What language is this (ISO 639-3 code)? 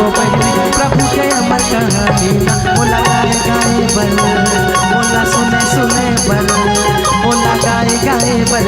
hne